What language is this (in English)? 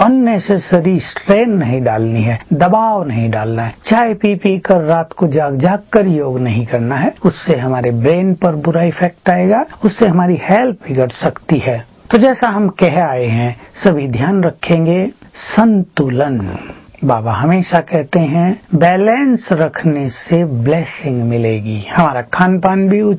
Hindi